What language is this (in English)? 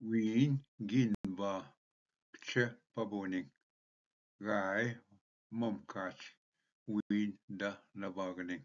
Ojibwa